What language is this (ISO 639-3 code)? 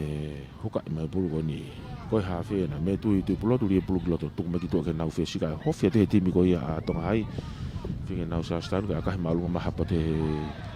ton